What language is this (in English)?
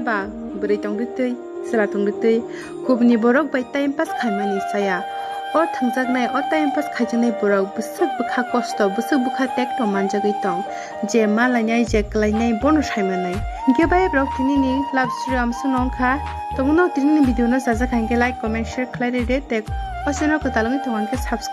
Kok Borok